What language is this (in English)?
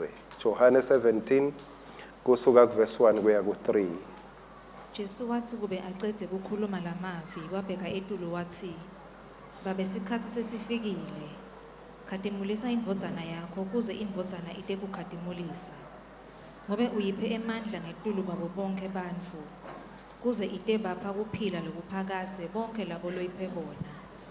Swati